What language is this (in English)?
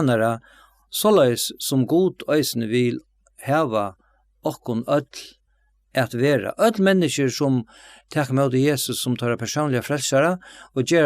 Faroese